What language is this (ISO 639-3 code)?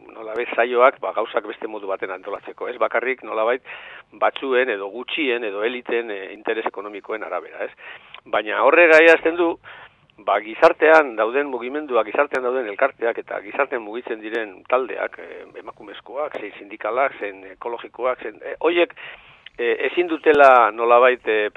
eus